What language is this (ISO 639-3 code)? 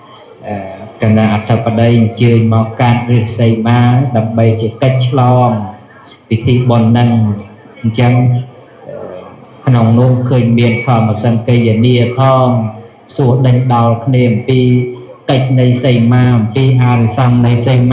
khm